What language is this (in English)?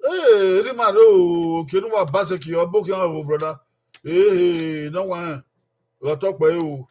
Bini